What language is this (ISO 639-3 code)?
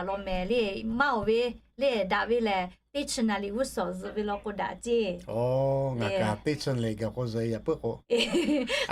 lhu